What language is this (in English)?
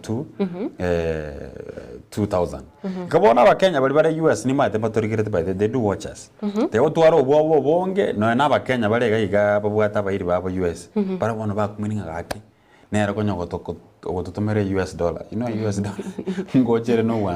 Gusii